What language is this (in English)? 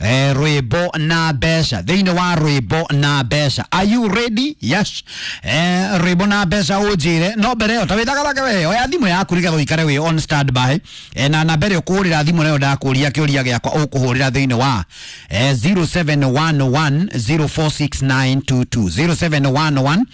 Kikuyu